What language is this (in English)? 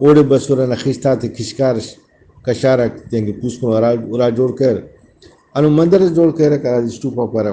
Brahui